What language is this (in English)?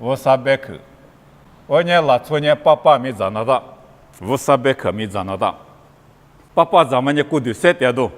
Lisu